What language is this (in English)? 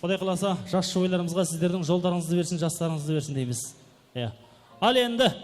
Kara-Kalpak